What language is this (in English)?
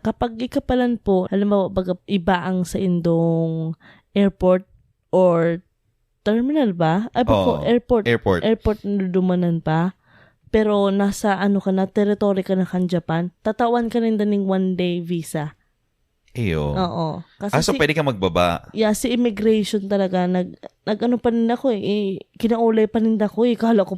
Bikol